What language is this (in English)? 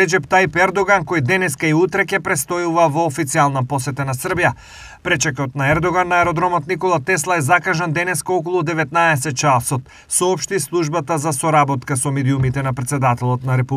Macedonian